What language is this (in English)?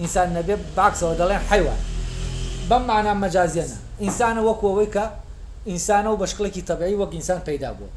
Central Kurdish